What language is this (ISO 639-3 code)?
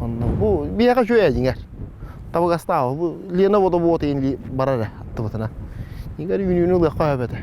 sah